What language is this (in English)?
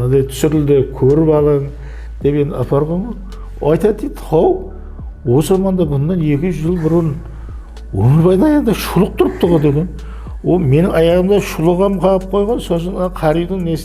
Kara-Kalpak